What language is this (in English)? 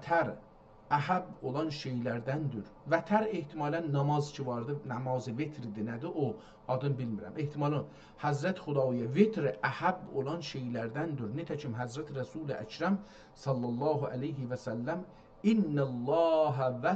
South Azerbaijani